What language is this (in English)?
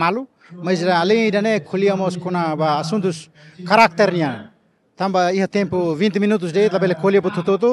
Tetum